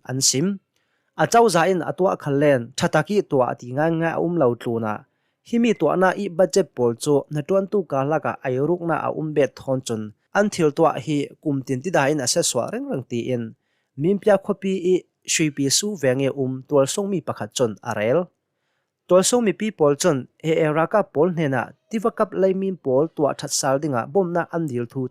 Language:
Hakha Chin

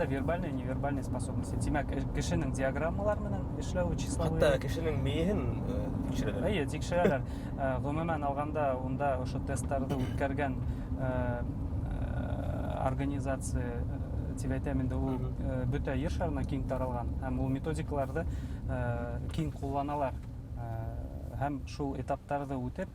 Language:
Bashkir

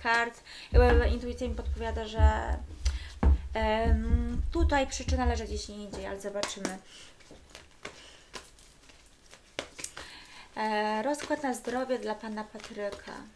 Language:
Polish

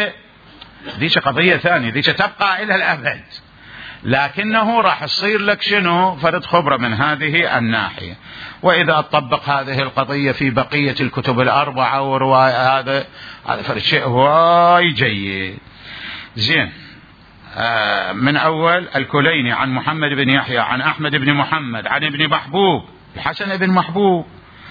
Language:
Mesopotamian Arabic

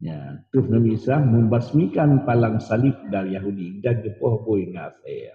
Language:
Achinese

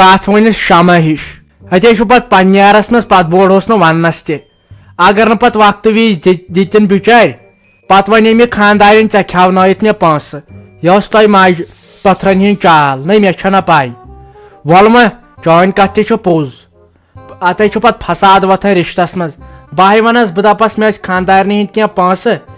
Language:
Kashmiri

